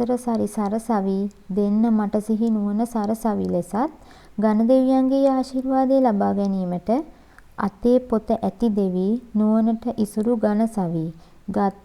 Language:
Sinhala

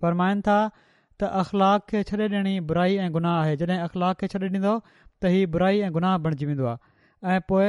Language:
Sindhi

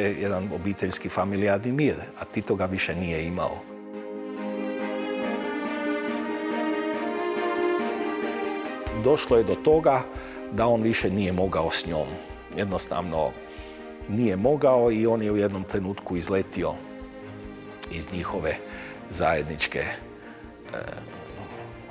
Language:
Croatian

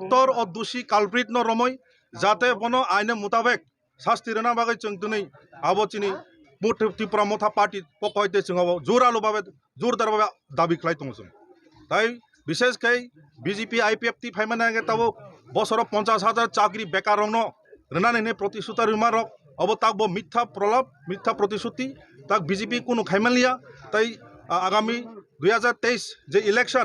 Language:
Kok Borok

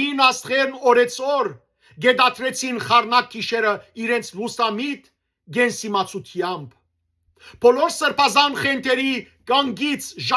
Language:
Western Armenian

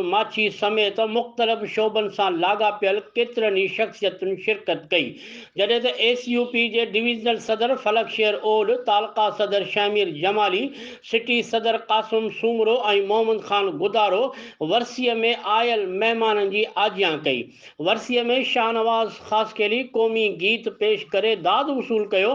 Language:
Sindhi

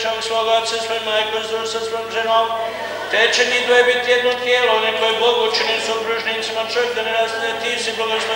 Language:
Croatian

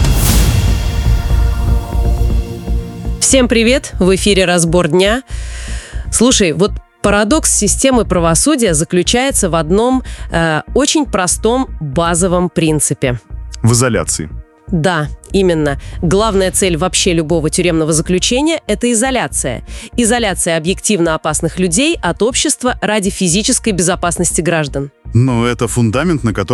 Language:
Russian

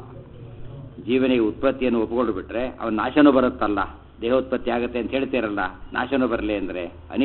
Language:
Kannada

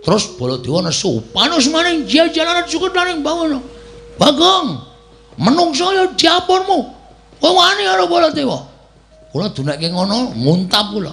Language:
Javanese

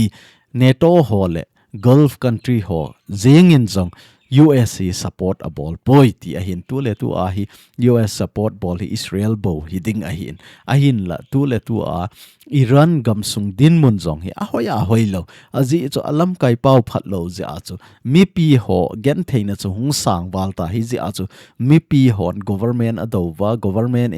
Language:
Thado Chin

